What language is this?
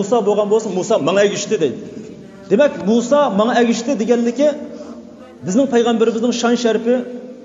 Uyghur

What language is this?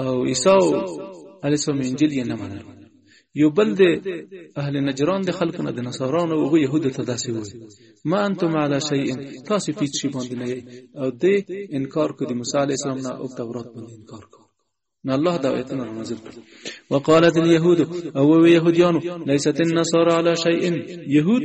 Pashto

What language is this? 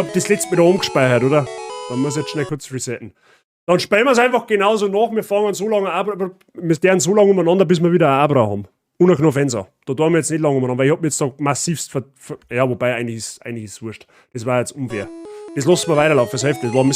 Bavarian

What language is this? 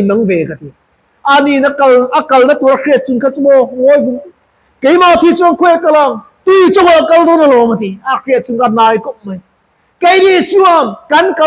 Mizo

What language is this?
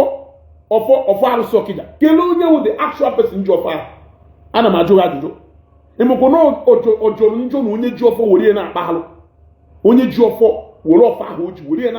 Igbo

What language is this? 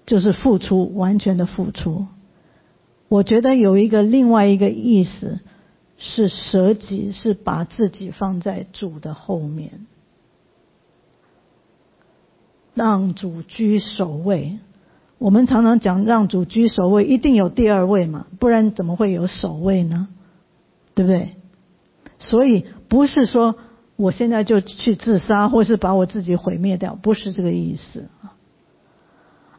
Chinese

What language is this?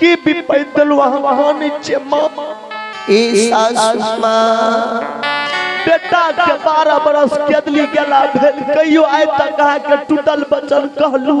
Maithili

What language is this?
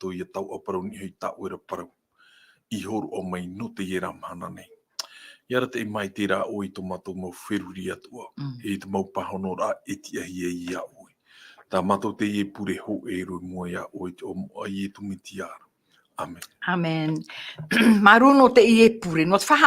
Tahitian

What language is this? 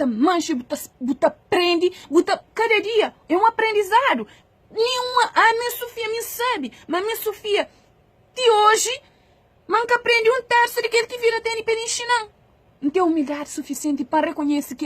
Kabuverdianu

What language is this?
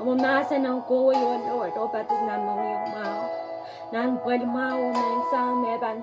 Pohnpeian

